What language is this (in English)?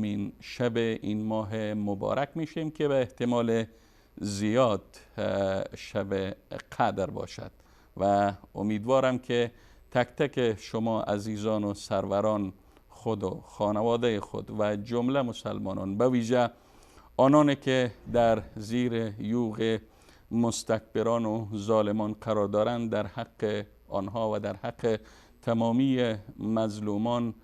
Persian